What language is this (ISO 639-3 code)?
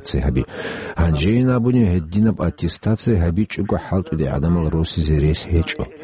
ava